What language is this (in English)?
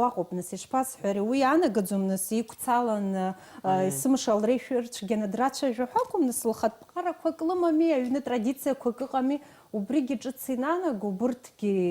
Abkhazian